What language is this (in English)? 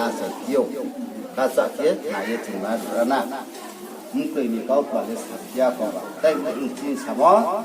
Riang (India)